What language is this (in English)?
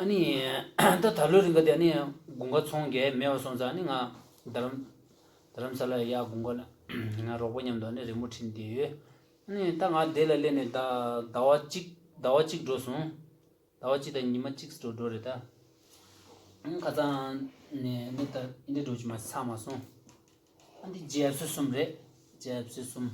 Tibetan